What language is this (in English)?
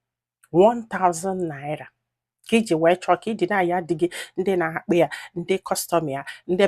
Igbo